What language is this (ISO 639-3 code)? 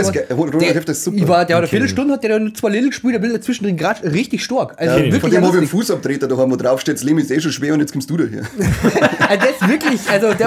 bar